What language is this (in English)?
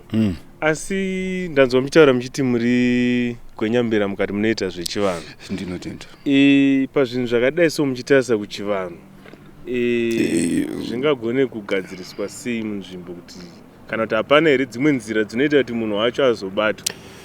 Shona